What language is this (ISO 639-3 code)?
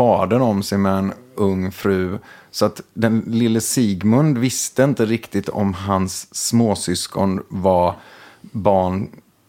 swe